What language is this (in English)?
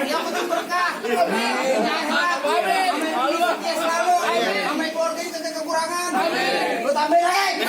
Betawi